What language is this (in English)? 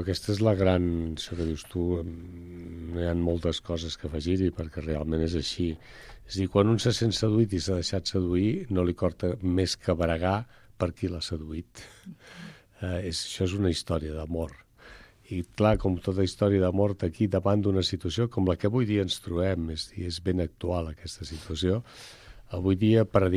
Catalan